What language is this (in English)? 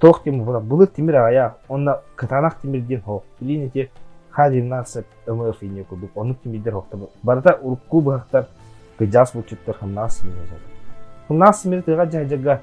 Yakut